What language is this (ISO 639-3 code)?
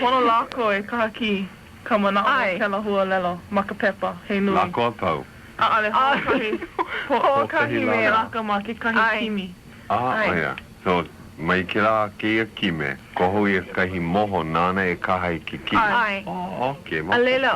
haw